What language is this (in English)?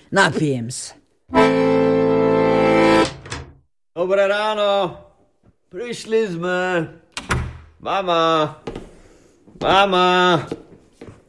Slovak